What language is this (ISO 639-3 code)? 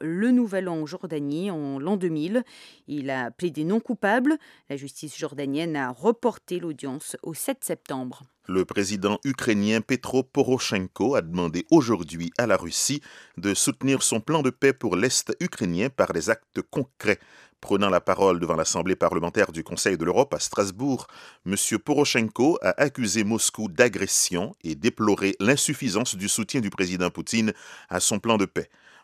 fra